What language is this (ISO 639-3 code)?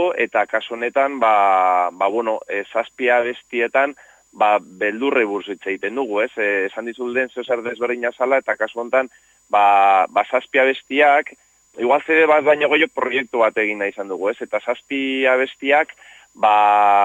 eus